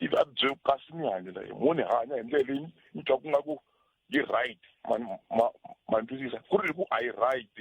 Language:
Tsonga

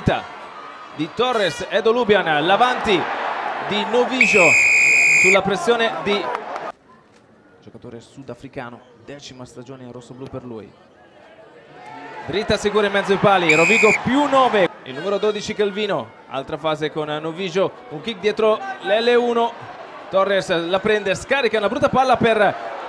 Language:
Italian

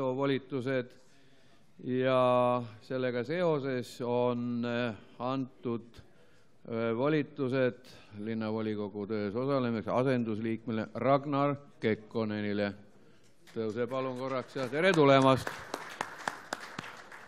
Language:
Estonian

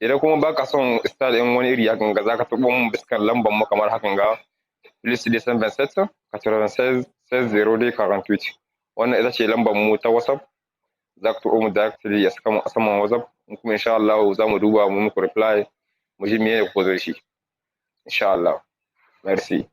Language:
Hausa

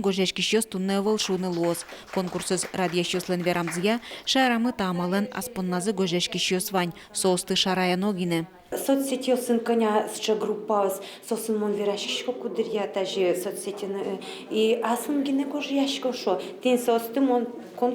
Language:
Udmurt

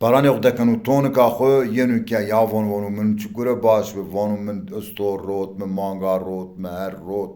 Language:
Zaza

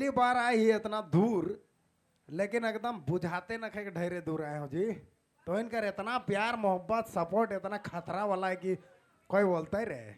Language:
Sadri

